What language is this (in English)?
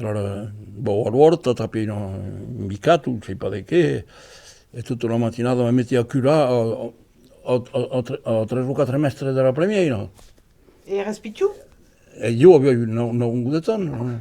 Occitan